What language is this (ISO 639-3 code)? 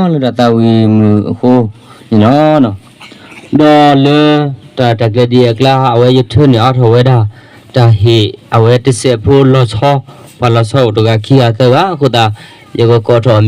ksw